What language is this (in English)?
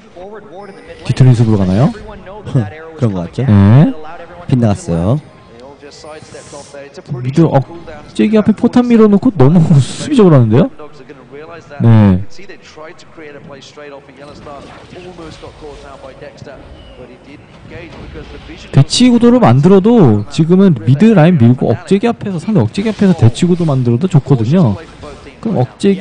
Korean